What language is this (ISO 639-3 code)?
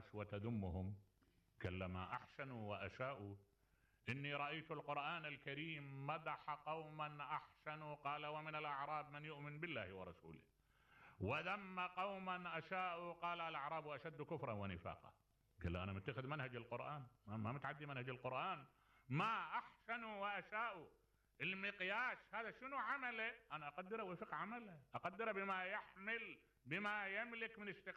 acm